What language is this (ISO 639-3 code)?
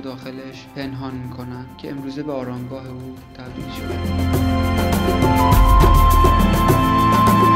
fas